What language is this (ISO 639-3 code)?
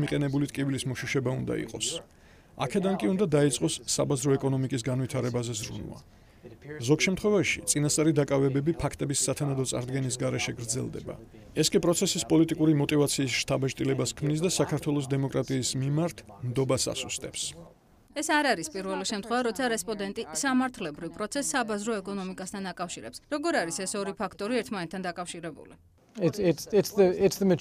kat